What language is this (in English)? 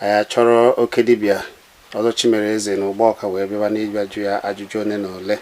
Igbo